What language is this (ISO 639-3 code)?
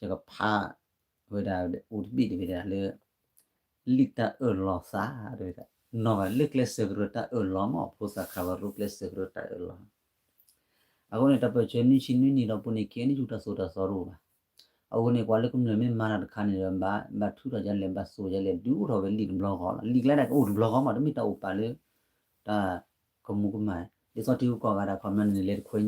ksw